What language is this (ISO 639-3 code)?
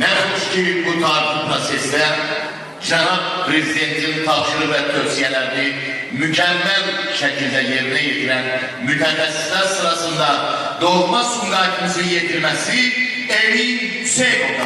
aze